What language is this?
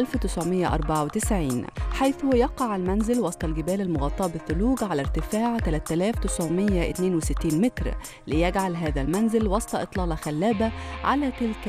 Arabic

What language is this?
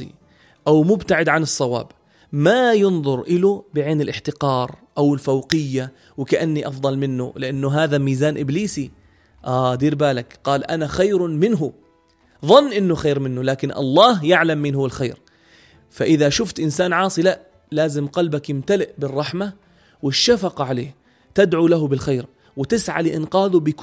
North Levantine Arabic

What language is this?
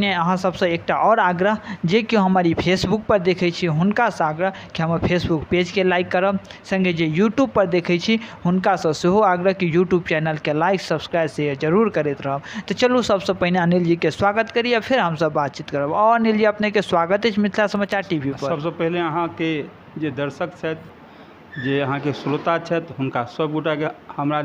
Maithili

